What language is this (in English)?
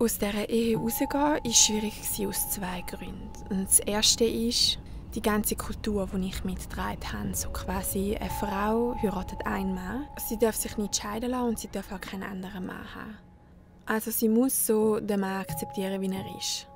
Swiss German